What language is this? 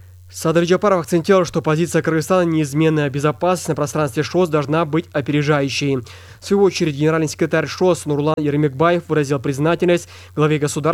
Russian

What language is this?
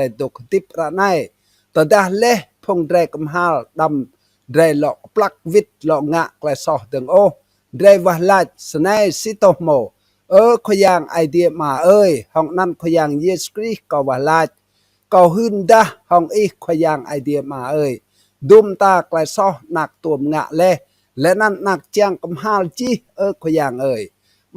Rade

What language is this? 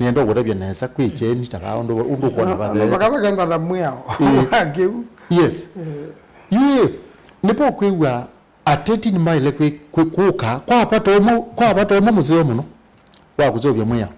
Kamba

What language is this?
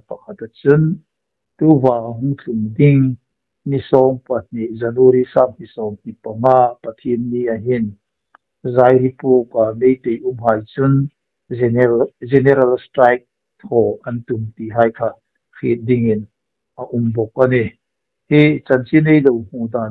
Hmar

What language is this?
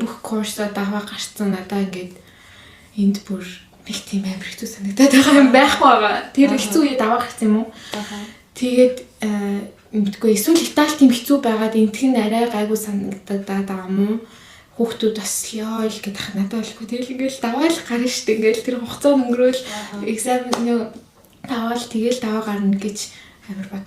Mongolian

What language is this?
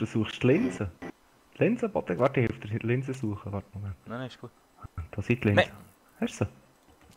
Swiss German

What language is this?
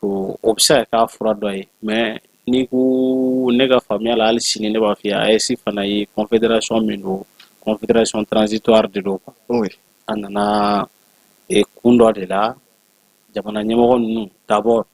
Bambara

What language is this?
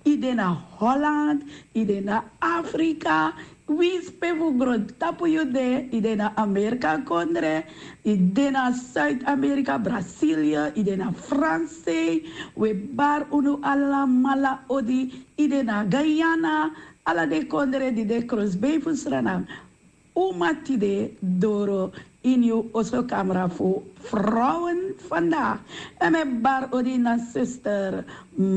Sranan Tongo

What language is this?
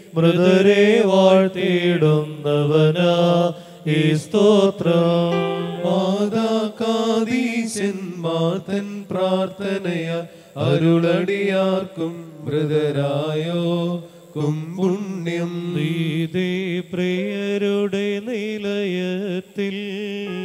Malayalam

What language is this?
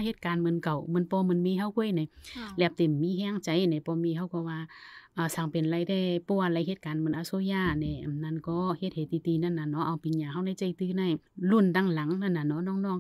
Shan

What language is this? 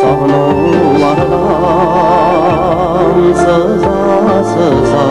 Bashkir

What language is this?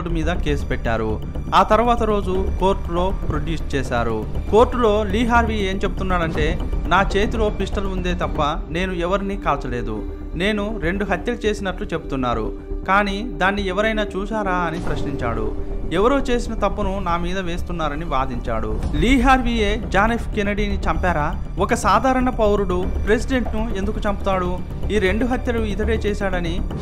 Telugu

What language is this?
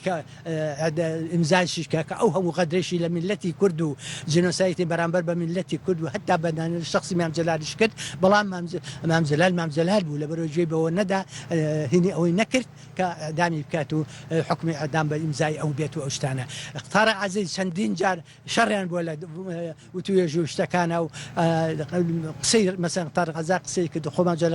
Central Kurdish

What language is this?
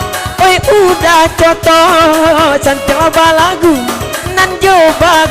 Minangkabau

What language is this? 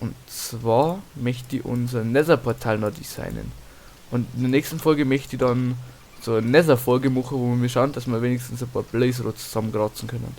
Bavarian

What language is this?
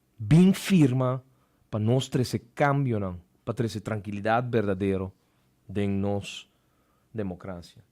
Papiamento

